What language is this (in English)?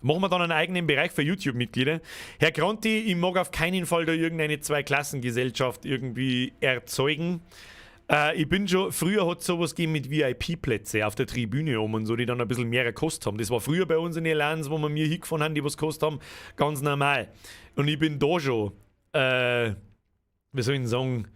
Bavarian